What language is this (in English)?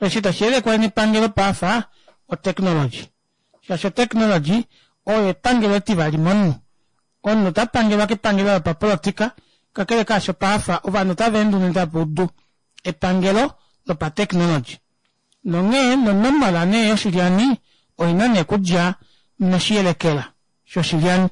Kuanyama